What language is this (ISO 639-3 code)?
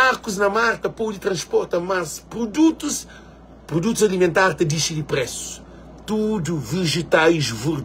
kea